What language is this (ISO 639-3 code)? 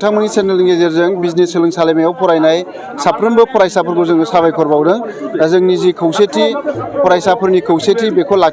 brx